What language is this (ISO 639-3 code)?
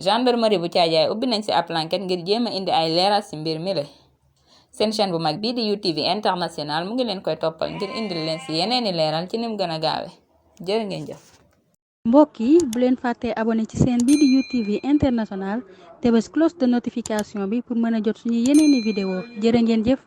wol